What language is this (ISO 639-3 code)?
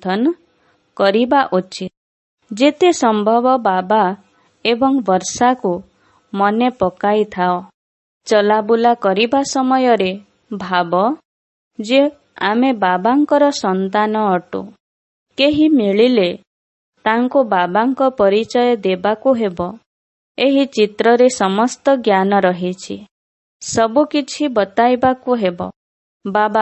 ori